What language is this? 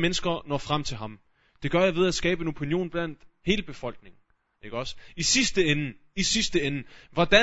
Danish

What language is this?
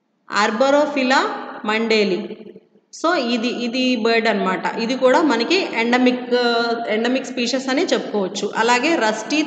Telugu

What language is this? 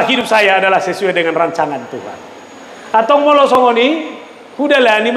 Batak Toba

